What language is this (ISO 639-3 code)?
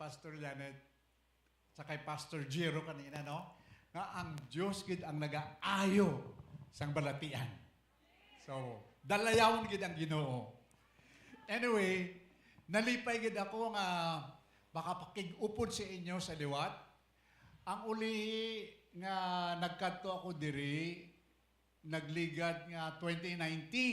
hil